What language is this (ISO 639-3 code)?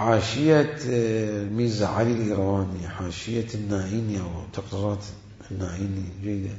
acm